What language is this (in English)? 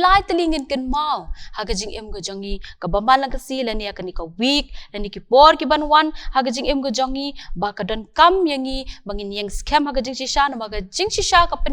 Khasi